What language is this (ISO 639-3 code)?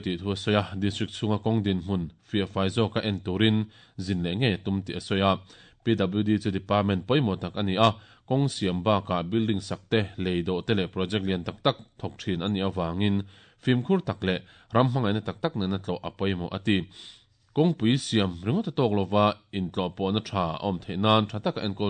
lus